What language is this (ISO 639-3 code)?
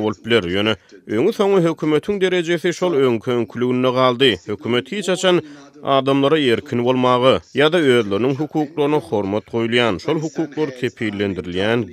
tuk